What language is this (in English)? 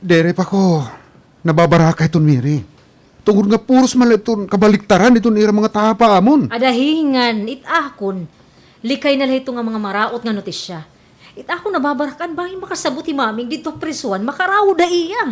Waray